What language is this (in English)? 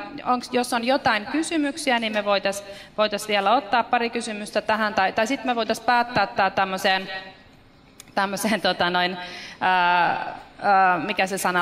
Finnish